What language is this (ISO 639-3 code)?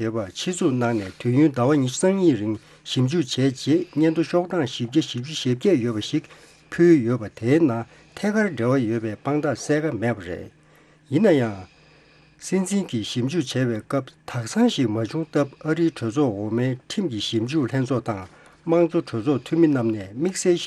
bod